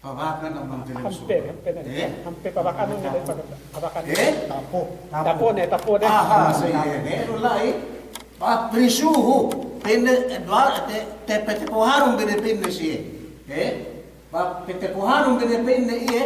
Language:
Yakan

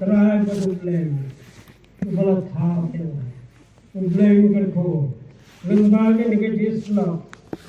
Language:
Khasi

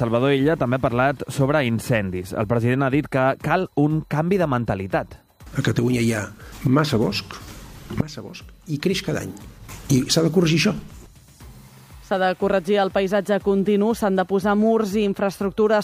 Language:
Catalan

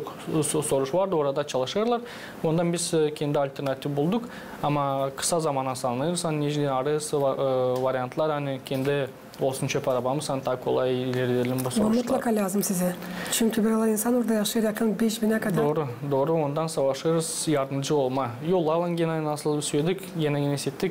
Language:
Gagauz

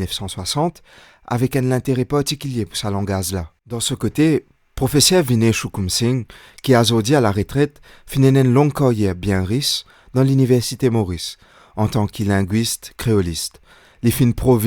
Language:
Morisyen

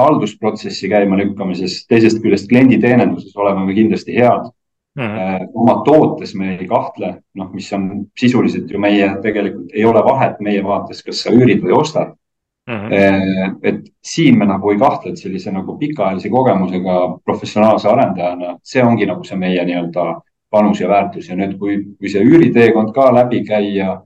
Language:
Estonian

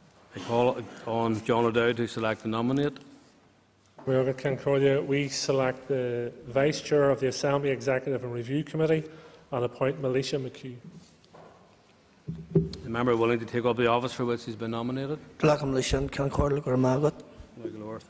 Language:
English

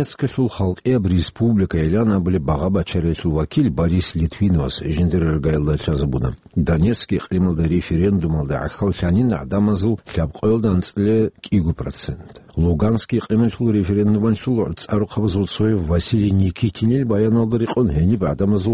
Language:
Avaric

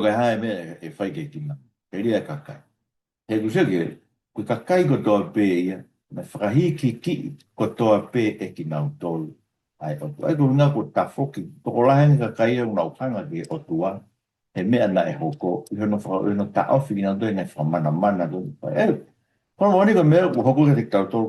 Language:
Tongan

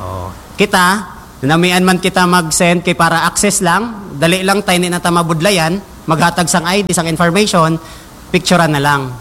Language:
Hiligaynon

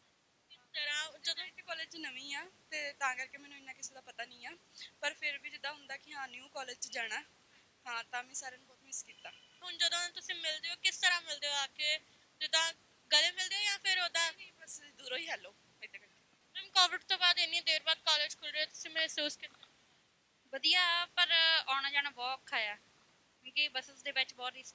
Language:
Punjabi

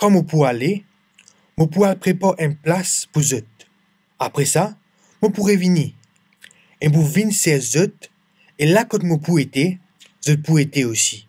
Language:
Morisyen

